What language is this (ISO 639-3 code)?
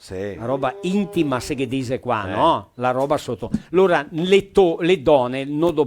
vec